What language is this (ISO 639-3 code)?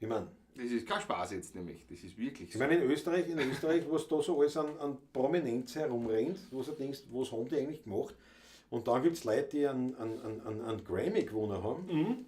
bar